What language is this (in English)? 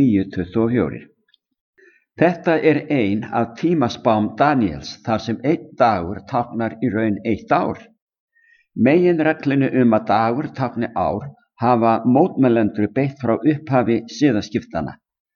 Icelandic